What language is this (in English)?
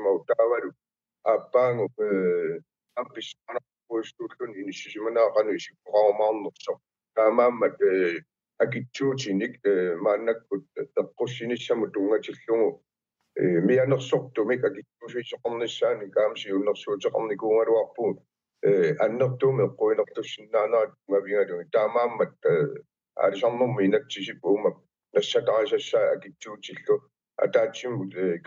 Kalaallisut